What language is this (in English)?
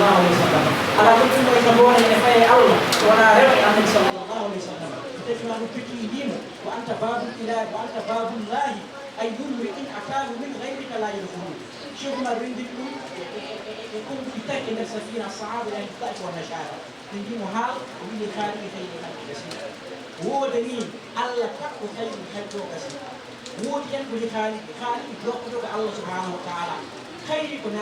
Fula